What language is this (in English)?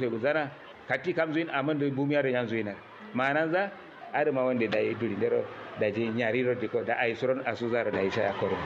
Kanuri